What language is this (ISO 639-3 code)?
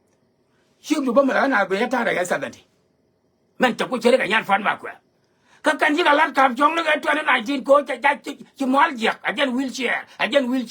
nus